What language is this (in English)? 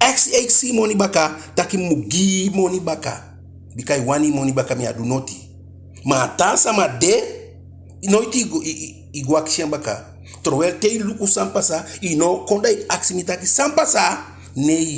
Eastern Maroon Creole